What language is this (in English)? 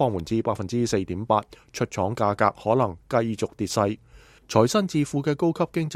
Cantonese